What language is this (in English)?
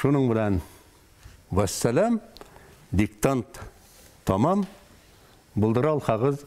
Bashkir